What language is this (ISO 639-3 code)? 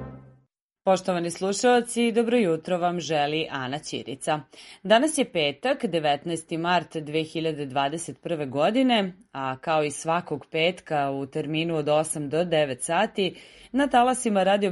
srp